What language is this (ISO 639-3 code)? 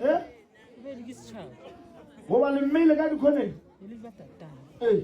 nso